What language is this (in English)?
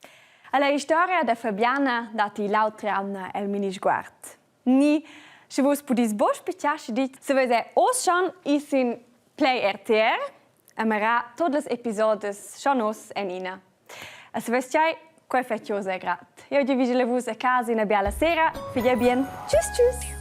Romansh